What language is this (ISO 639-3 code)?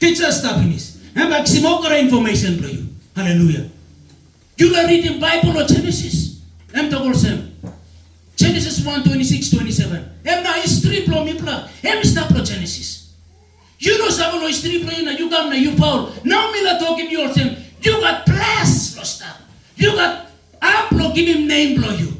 tpi